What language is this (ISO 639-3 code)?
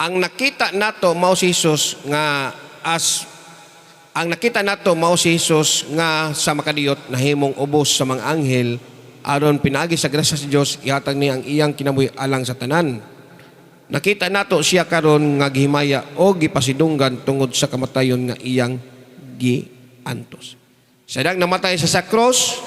ceb